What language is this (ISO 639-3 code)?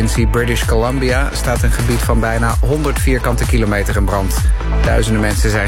nld